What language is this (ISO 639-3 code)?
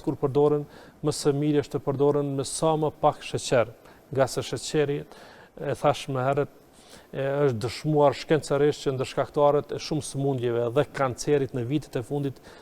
sqi